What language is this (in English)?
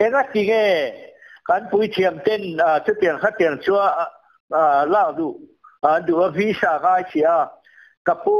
Mizo